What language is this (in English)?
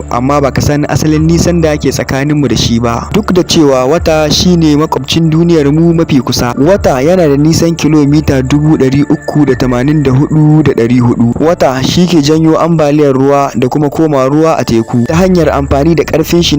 Hausa